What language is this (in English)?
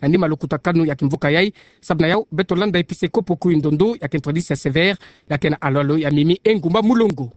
Kituba (Democratic Republic of Congo)